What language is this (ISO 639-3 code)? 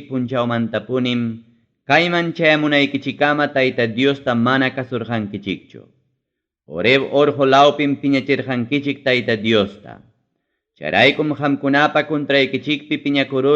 quy